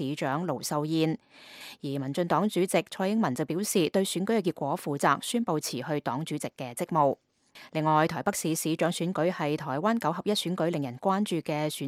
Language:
Cantonese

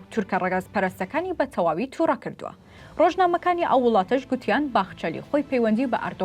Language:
Central Kurdish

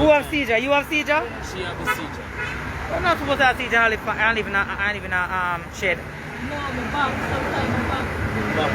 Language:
Jamaican Creole English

